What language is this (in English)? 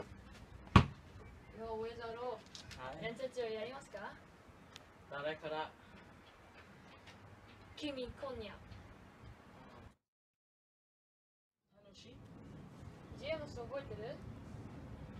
Japanese